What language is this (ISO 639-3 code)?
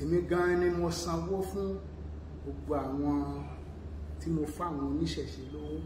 yor